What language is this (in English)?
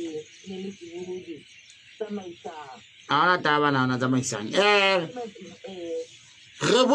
Southern Sotho